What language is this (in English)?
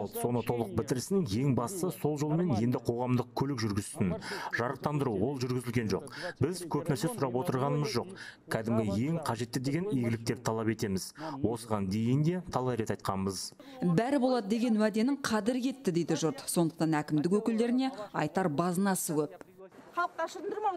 Kazakh